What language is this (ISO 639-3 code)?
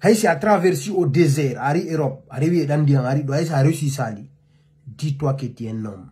ful